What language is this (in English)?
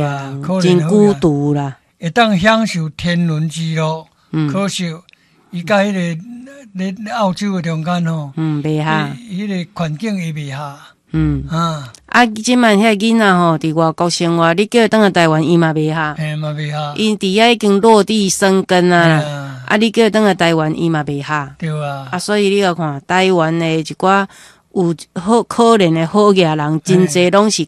Min Nan Chinese